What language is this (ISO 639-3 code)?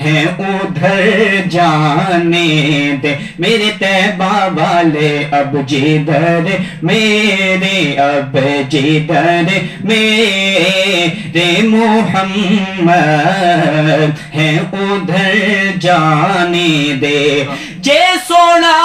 skr